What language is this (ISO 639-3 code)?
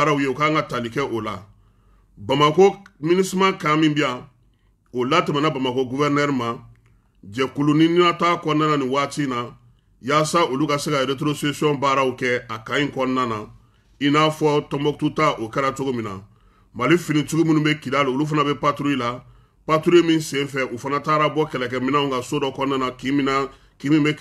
bam